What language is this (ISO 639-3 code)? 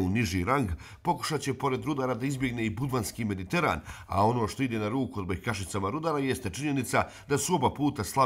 hrv